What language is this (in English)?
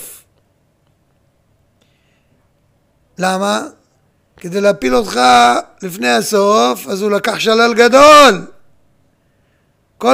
Hebrew